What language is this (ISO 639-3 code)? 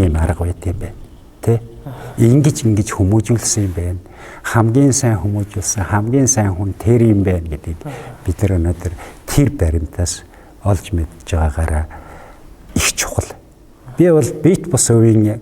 mon